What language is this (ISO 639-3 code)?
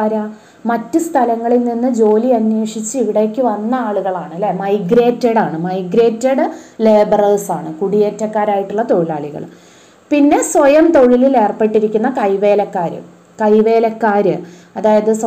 mal